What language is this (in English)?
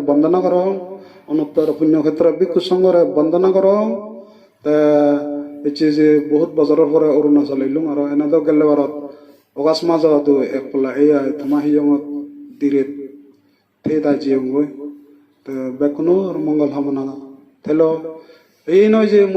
Chakma